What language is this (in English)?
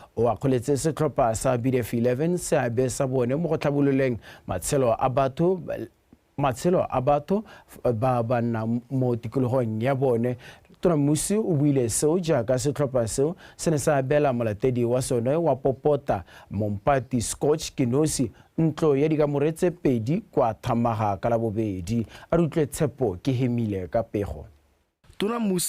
Tswana